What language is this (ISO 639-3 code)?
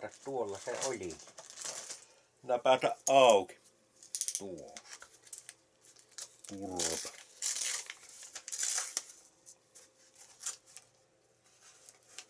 fin